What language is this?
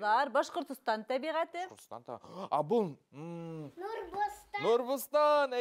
Bashkir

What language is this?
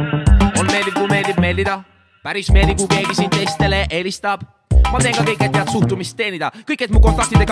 Estonian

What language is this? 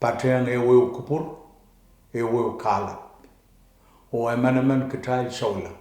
Pohnpeian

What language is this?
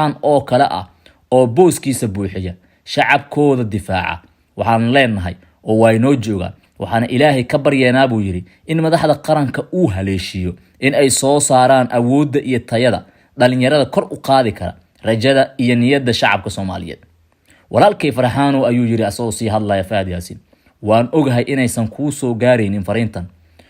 Somali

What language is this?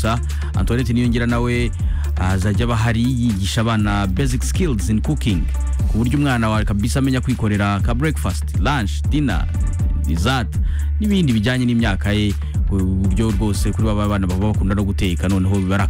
Kinyarwanda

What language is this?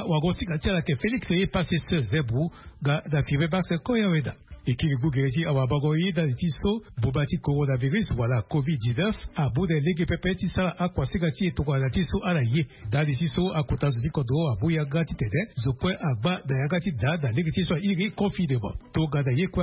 Sango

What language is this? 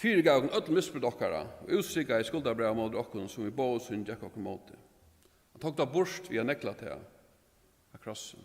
Faroese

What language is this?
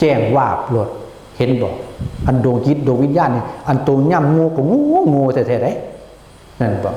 Northeastern Thai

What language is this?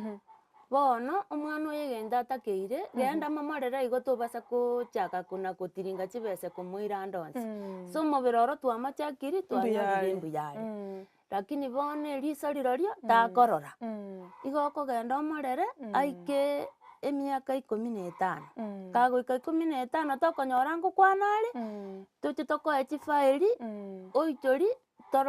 Gusii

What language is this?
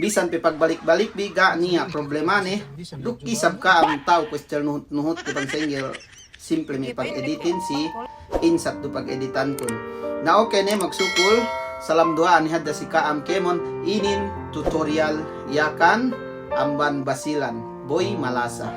Yakan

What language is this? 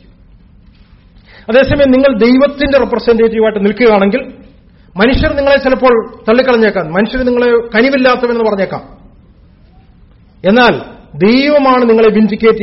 Malayalam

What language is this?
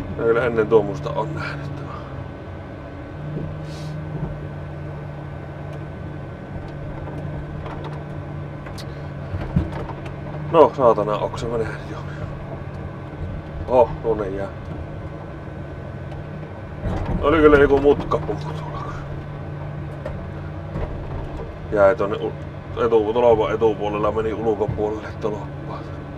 Finnish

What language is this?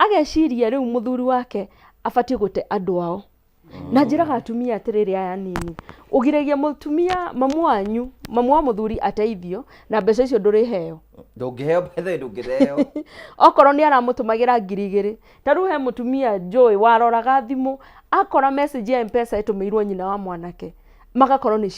Kikuyu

